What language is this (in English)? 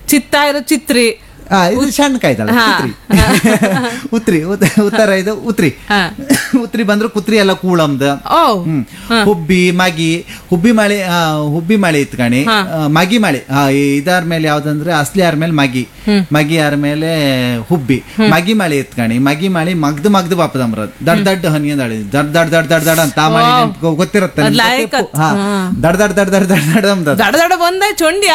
Kannada